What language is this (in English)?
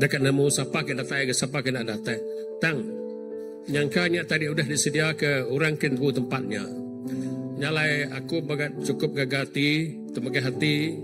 Iban